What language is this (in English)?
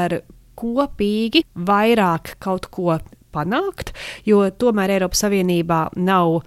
Latvian